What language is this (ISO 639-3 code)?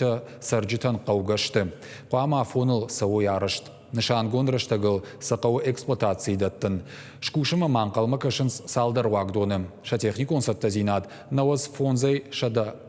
oss